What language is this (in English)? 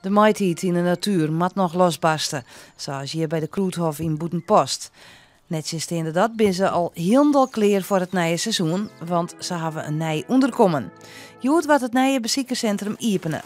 Western Frisian